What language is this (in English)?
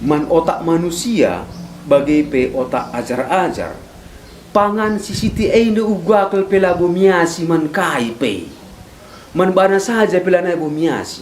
Batak Karo